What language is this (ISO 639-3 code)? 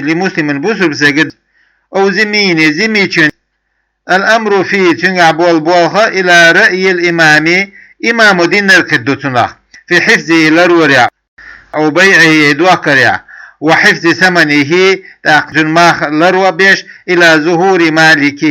che